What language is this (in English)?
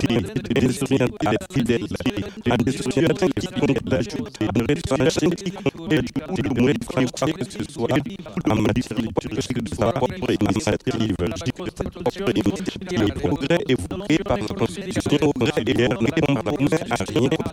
French